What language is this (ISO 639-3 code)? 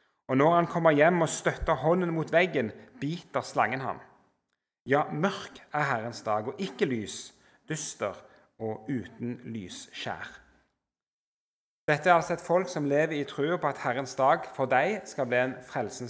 nor